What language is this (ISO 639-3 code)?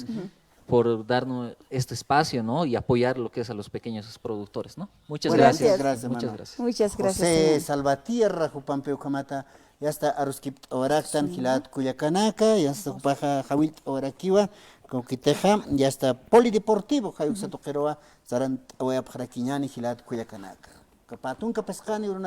aym